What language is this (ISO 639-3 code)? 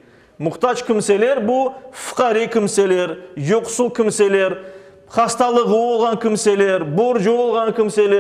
crh